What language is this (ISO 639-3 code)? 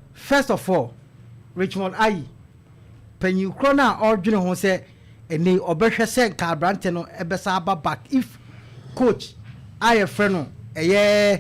aka